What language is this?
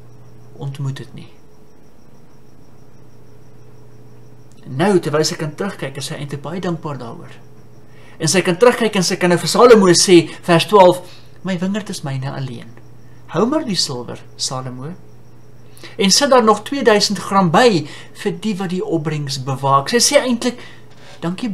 Afrikaans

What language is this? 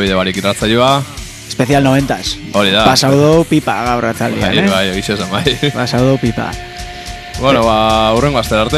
Basque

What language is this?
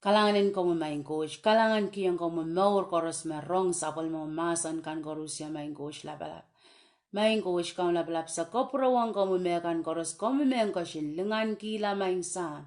Pohnpeian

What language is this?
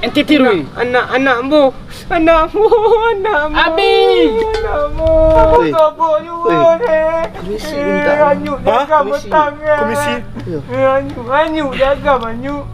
Minangkabau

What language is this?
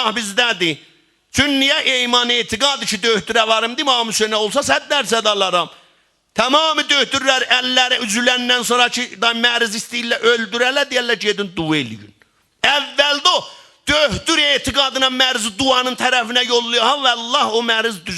South Azerbaijani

